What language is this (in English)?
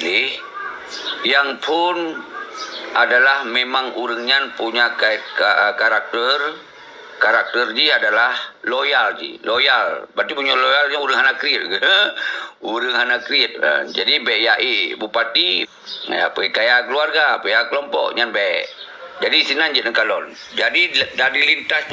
Achinese